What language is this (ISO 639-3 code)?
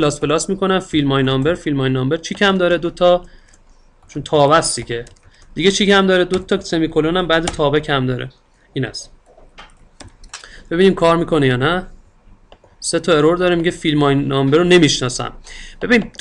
fas